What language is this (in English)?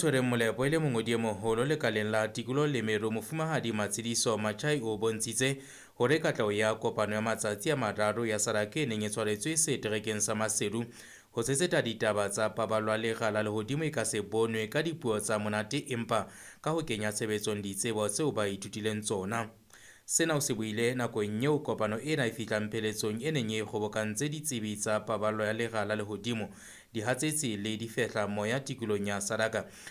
Southern Sotho